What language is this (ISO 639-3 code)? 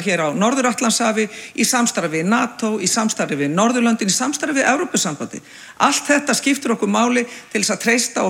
isl